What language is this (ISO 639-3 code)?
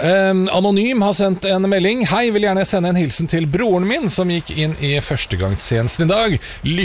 nor